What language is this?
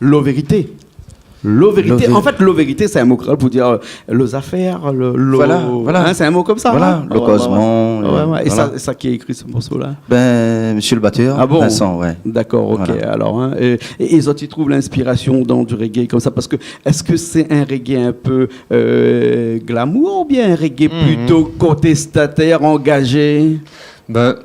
Réunion Creole French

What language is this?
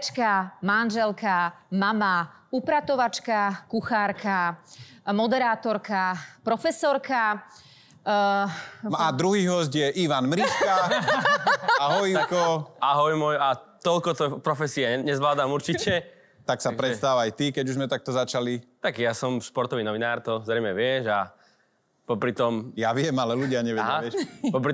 Slovak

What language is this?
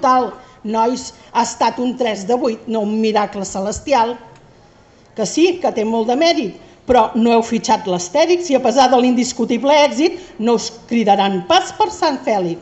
Catalan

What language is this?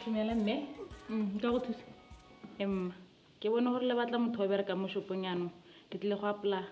Tswana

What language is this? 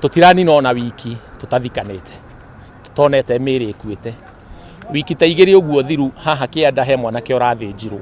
Kikuyu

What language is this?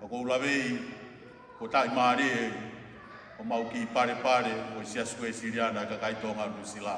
Tongan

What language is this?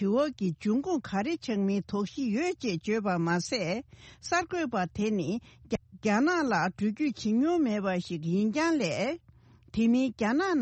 Tibetan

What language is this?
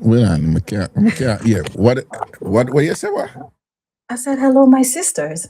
Jamaican Creole English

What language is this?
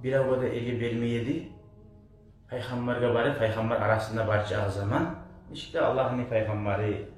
Kumyk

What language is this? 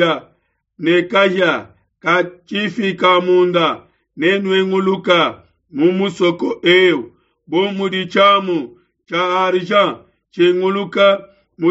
Luba-Lulua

